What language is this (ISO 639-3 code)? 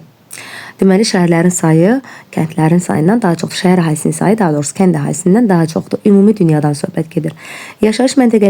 aze